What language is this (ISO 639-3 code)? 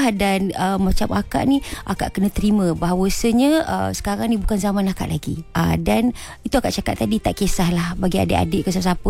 msa